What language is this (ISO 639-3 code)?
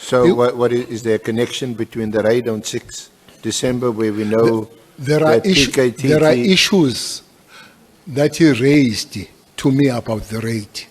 ven